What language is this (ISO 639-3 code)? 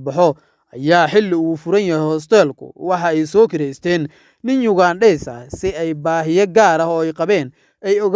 som